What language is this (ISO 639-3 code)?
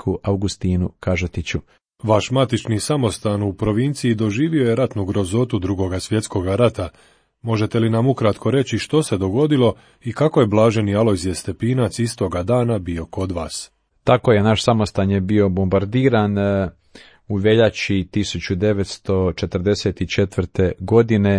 hrv